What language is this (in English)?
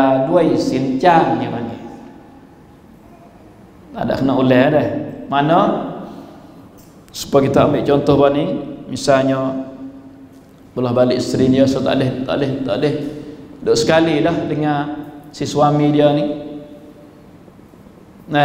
Malay